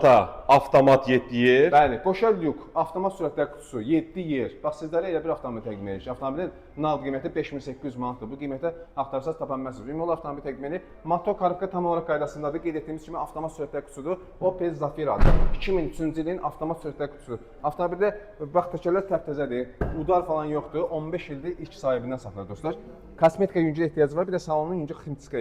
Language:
Azerbaijani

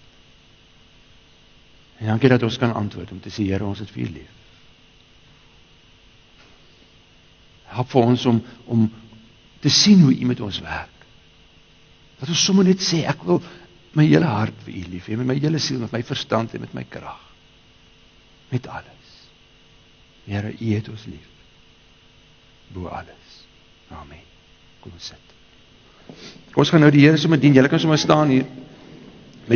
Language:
Afrikaans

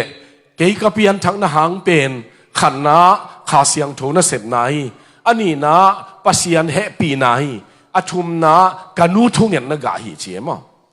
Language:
Tedim Chin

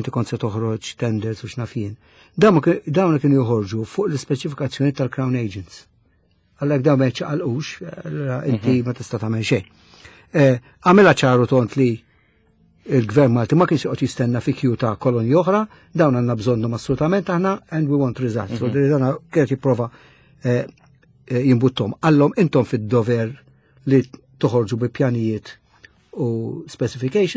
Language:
Maltese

